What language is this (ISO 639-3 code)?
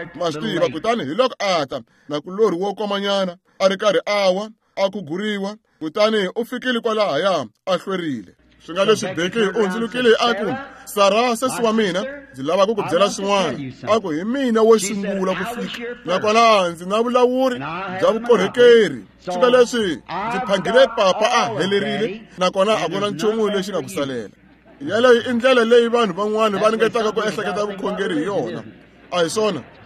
tso